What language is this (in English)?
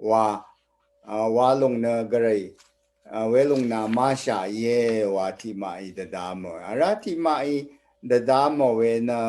Rawang